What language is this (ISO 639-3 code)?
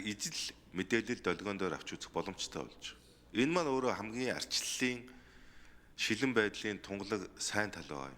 mon